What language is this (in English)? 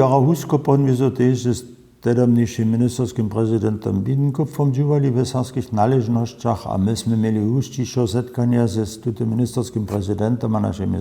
Upper Sorbian